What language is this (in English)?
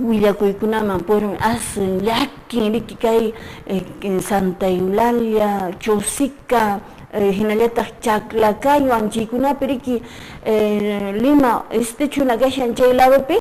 Quechua